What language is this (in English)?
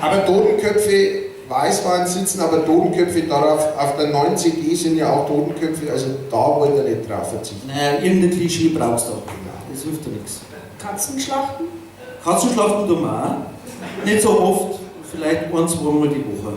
Bavarian